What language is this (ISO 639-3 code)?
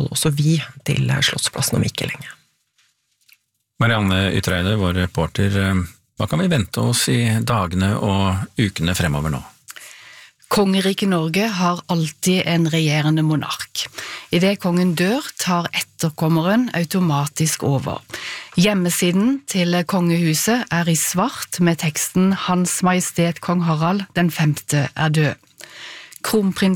nor